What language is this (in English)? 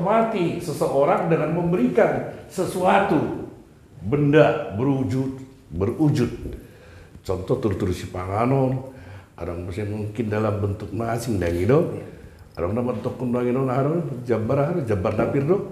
Batak Toba